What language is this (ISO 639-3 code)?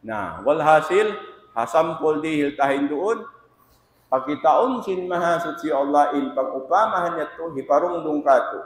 tsg